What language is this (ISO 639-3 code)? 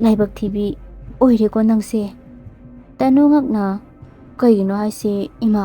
mni